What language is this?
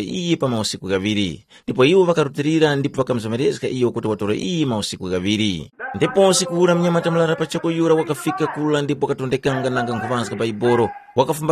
Tumbuka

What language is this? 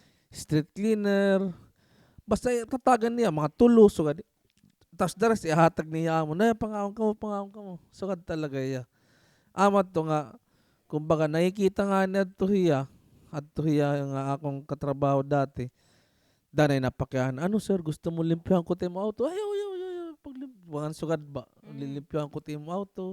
Waray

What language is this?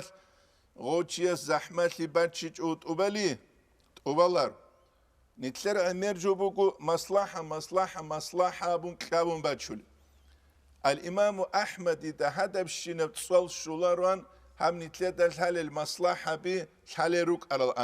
Avaric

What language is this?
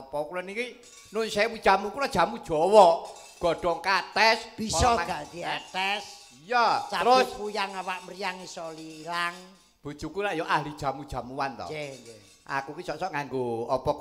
Javanese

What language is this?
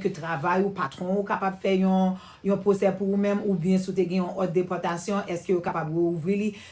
Haitian Creole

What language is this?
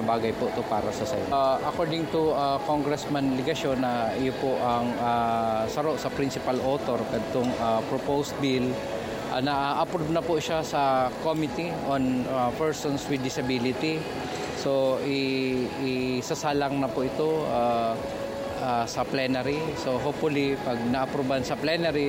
Bikol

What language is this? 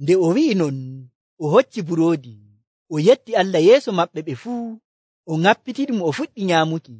Nigerian Fulfulde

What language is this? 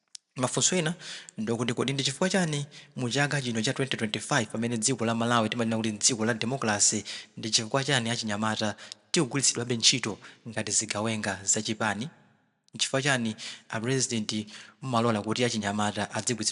Nyanja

